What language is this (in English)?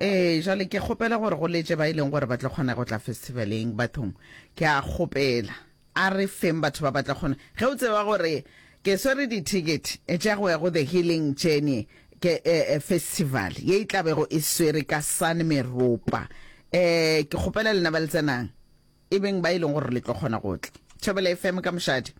Northern Sotho